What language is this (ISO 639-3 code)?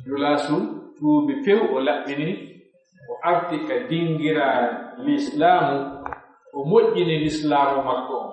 fuf